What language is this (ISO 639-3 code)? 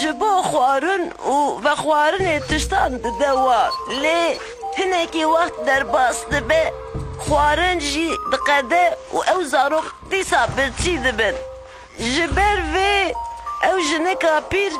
kur